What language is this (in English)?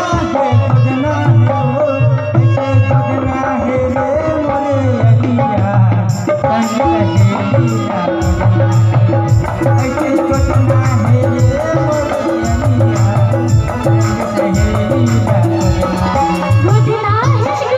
Chhattisgarhi